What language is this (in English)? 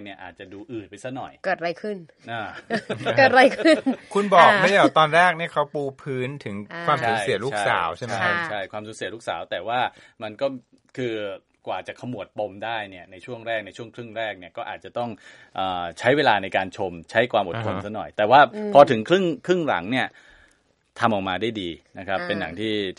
Thai